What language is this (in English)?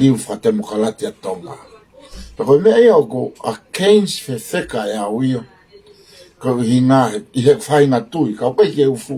Tongan